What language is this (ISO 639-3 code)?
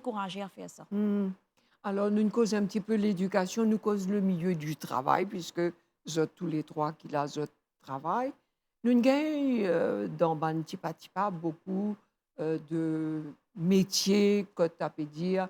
mfe